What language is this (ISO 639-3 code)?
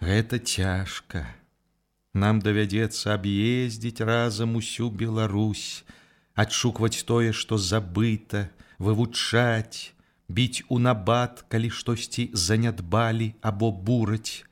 bel